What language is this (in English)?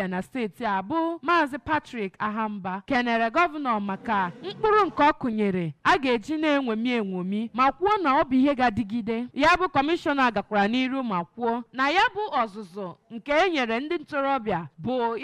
Igbo